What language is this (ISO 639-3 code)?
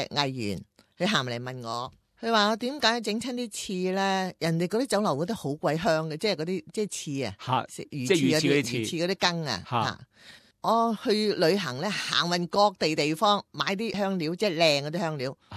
yue